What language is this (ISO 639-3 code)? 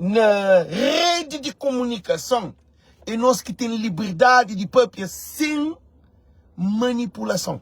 kea